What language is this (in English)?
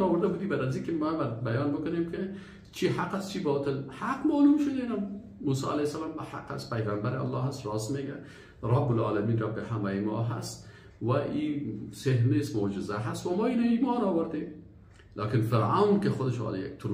Persian